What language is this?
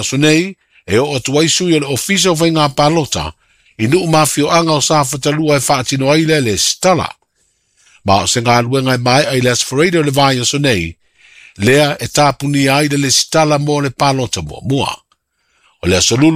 Samoan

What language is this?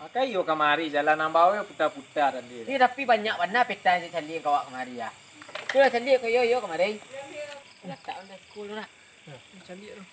Minangkabau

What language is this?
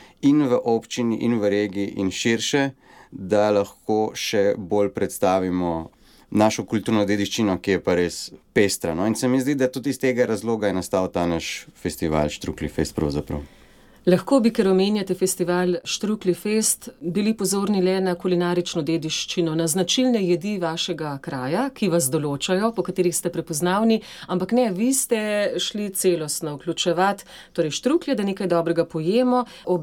Slovenian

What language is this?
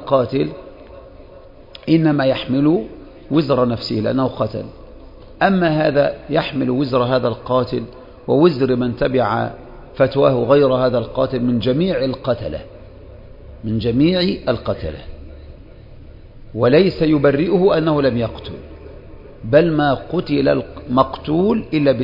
Arabic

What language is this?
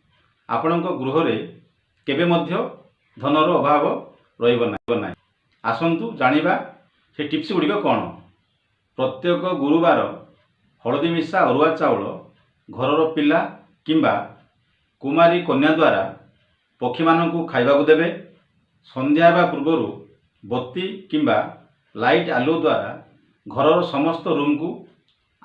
Odia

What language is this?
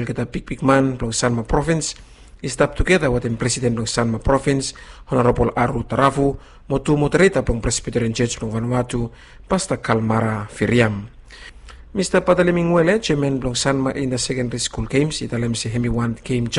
Bislama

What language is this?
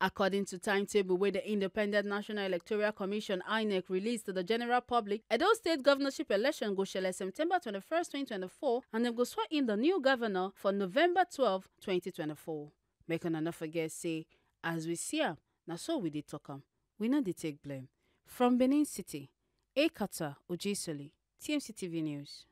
Nigerian Pidgin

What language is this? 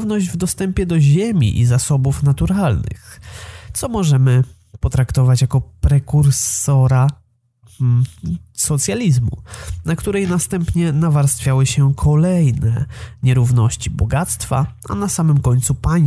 Polish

